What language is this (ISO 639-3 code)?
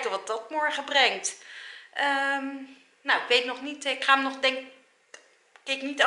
nld